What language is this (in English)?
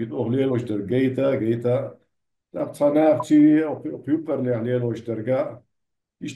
Chechen